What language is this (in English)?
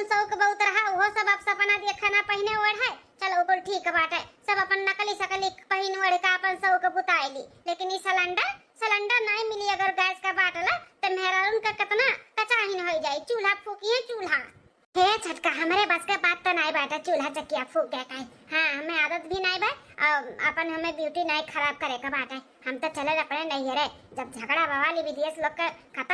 Awadhi